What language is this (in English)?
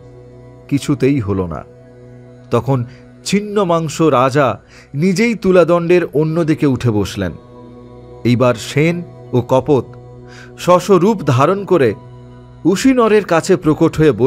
Bangla